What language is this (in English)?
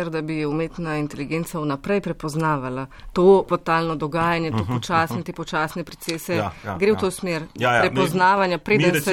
Slovenian